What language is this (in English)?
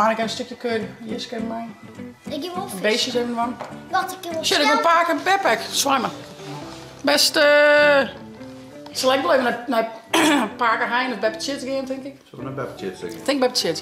Western Frisian